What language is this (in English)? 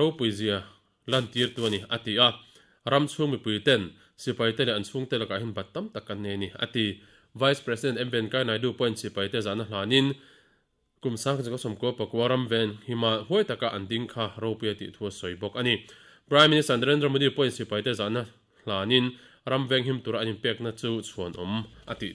Mizo